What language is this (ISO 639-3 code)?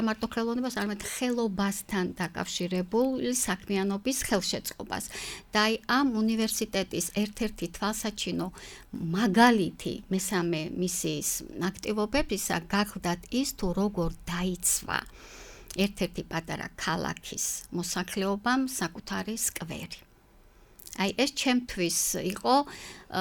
kat